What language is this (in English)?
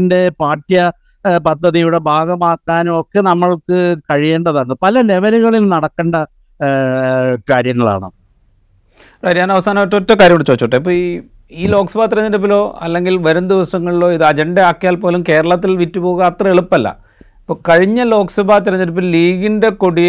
Malayalam